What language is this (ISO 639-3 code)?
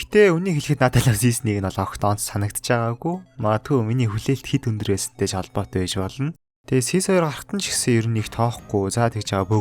mon